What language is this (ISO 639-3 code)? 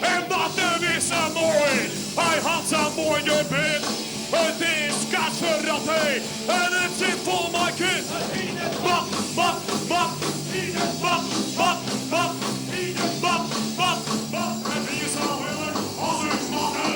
fry